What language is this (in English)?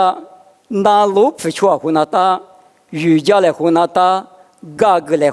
Lisu